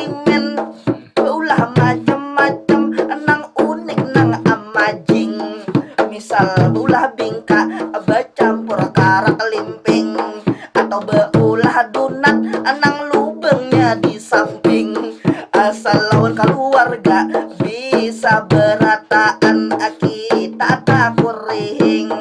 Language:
Banjar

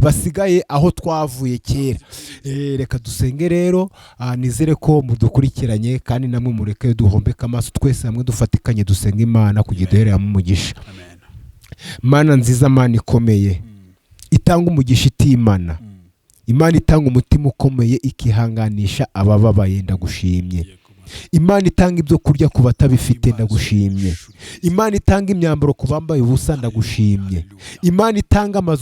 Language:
Kinyarwanda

